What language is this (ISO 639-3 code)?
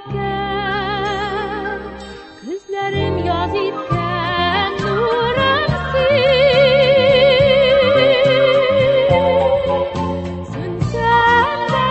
tat